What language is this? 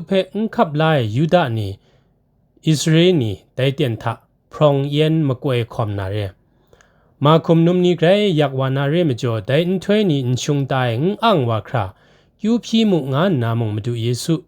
Kachin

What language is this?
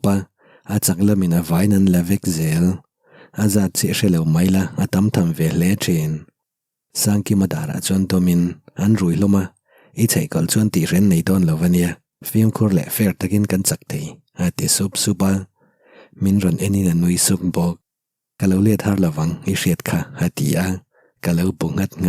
Mizo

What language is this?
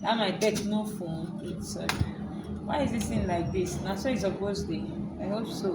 Nigerian Pidgin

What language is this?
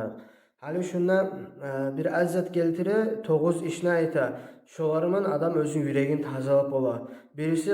Kumyk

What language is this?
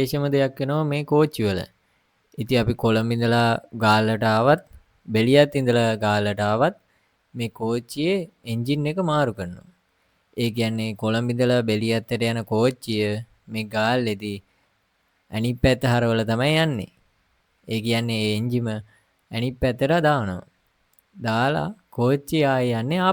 Sinhala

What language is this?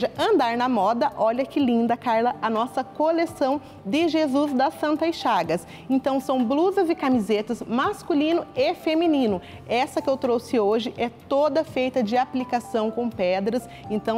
Portuguese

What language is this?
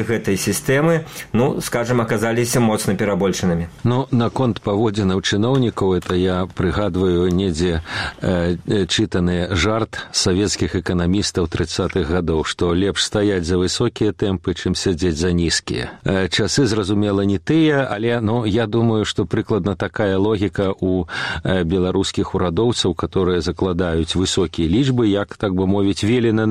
Belarusian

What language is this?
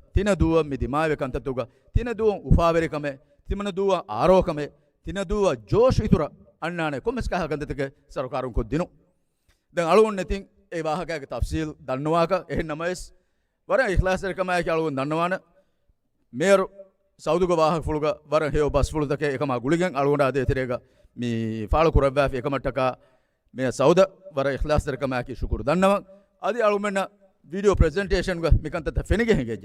Divehi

